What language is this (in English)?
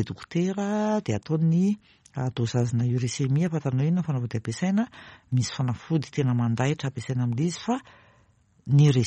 Malagasy